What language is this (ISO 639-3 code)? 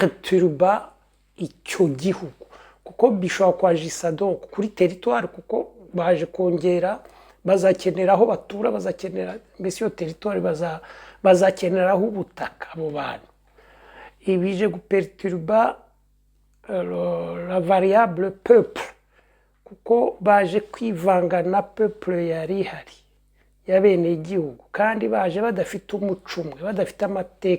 kin